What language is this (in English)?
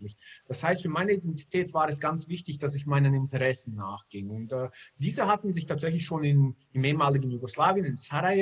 German